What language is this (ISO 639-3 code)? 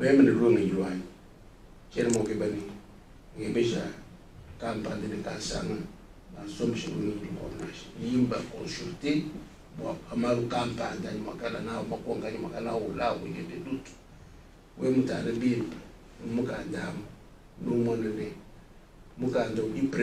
lua